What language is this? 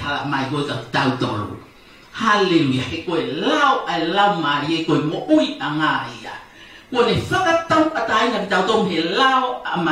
Tongan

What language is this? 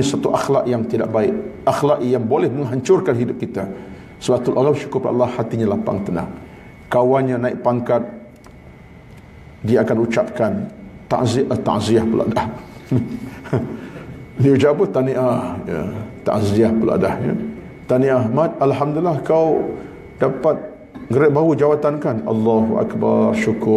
Malay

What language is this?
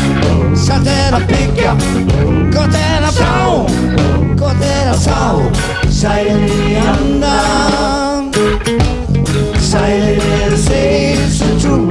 Icelandic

